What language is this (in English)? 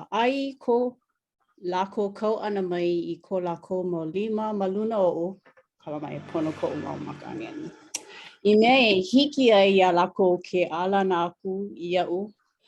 Hawaiian